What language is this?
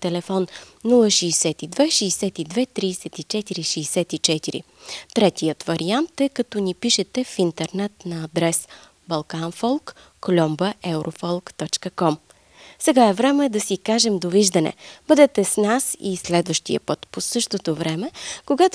Bulgarian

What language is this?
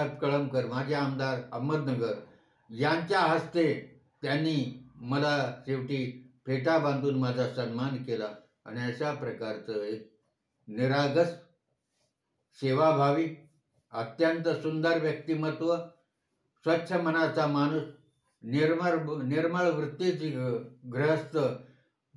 Marathi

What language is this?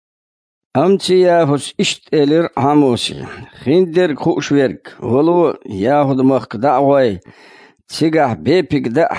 Chechen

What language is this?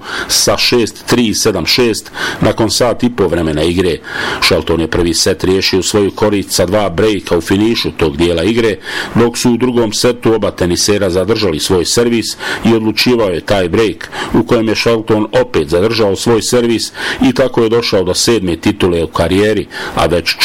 Bosnian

